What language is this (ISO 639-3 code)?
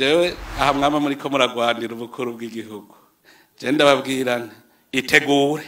run